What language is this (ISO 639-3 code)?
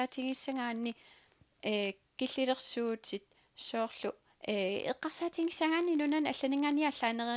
kal